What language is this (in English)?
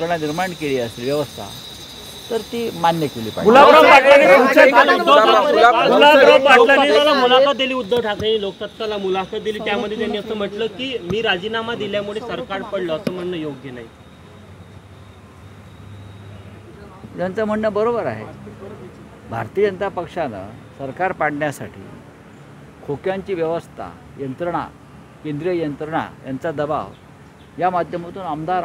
Marathi